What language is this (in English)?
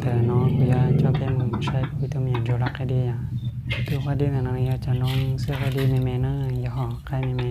Hmong